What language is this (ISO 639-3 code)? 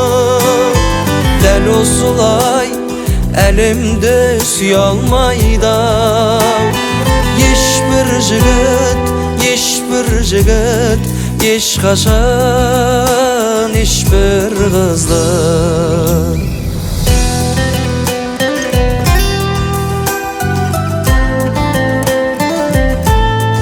kaz